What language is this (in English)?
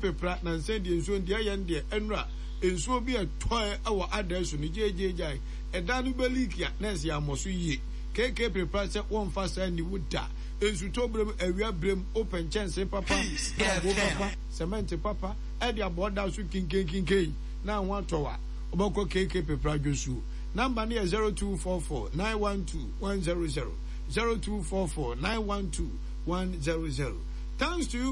Akan